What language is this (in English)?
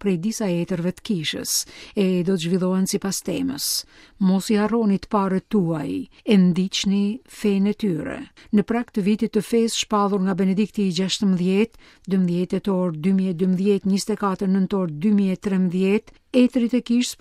Albanian